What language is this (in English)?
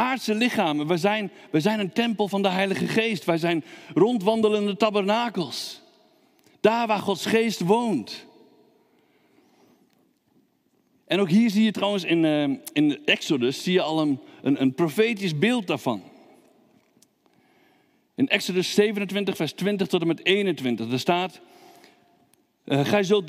Dutch